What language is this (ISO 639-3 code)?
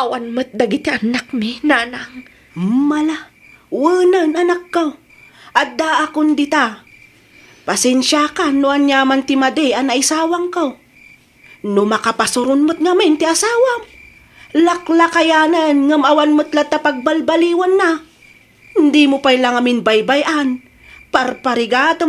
ilo